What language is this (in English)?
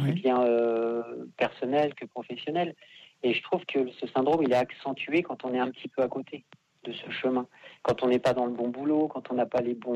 French